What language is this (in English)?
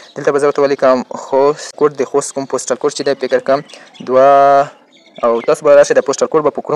Pashto